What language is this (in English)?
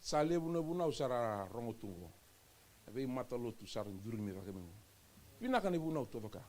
Fijian